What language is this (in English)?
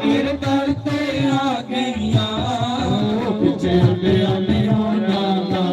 Dogri